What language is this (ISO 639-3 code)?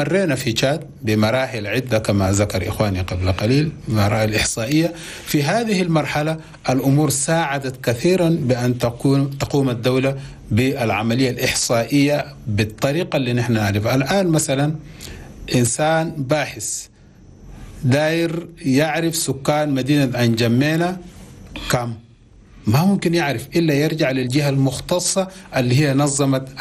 shu